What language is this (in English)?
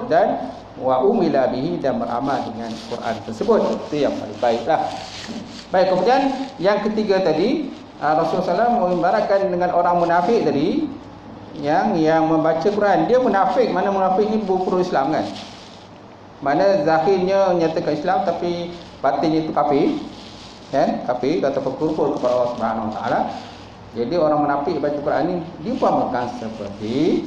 Malay